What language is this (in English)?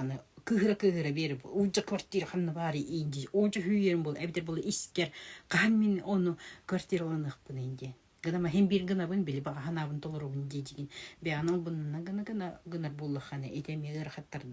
Yakut